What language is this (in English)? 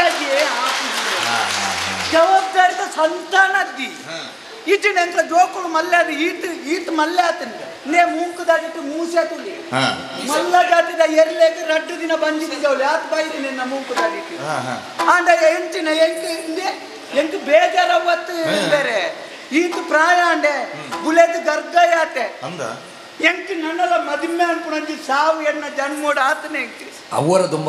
Tulu